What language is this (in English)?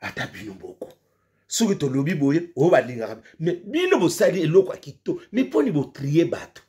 Lingala